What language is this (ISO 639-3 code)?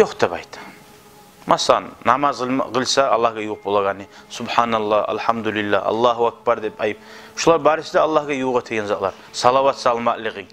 kum